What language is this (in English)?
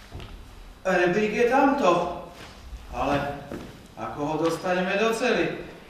Slovak